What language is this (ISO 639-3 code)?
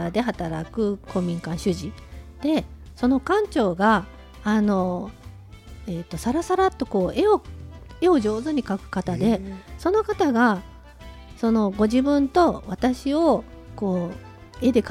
jpn